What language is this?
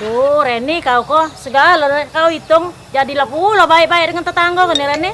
Musi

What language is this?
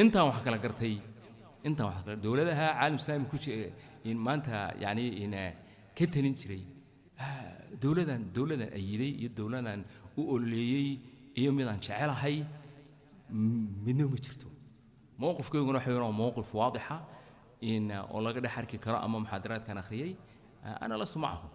Somali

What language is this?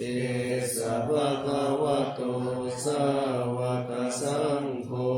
Pali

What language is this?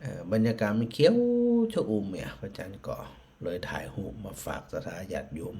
Northern Thai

